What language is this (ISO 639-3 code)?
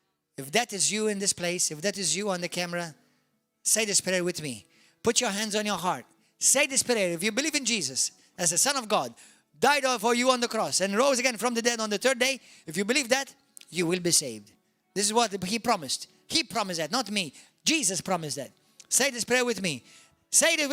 eng